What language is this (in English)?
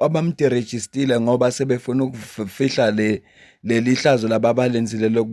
Zulu